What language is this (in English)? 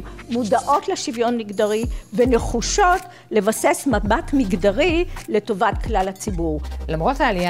Hebrew